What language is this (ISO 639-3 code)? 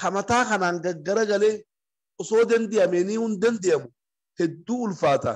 orm